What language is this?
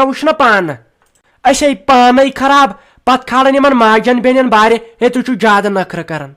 Kashmiri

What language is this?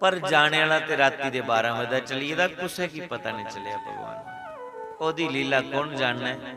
Dogri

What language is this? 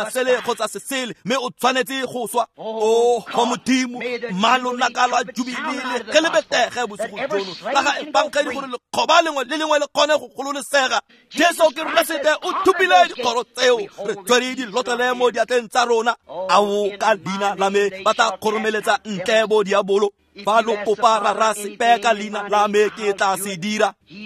Tswana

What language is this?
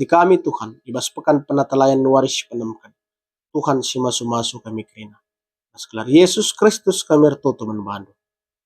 Batak Karo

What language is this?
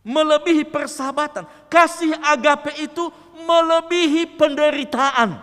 Nias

